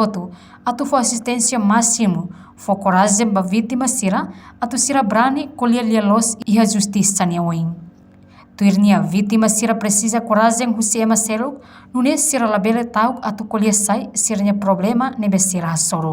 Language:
Tetum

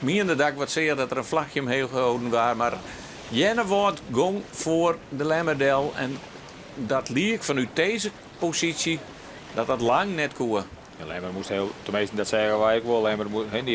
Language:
Western Frisian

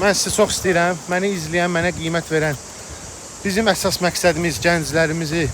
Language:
Azerbaijani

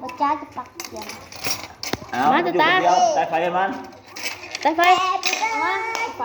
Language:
Lao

